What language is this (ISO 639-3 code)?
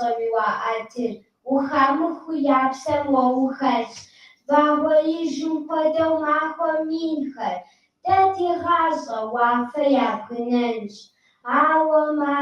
kbd